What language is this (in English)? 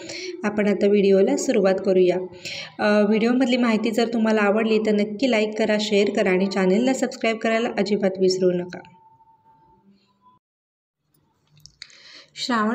Marathi